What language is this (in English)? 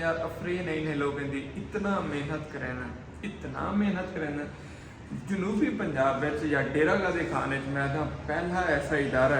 Saraiki